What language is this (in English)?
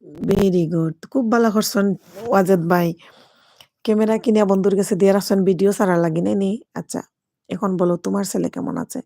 Sylheti